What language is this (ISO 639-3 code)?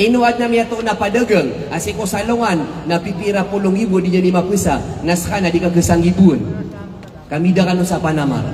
mrw